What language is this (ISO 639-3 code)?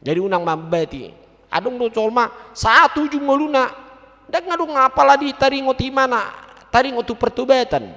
bbc